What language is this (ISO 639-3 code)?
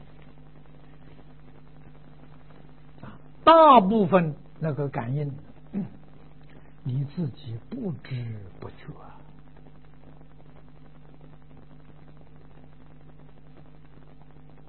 zho